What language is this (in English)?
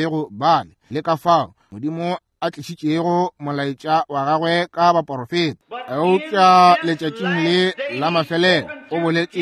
Northern Sotho